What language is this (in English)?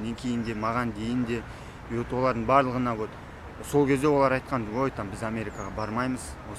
Kazakh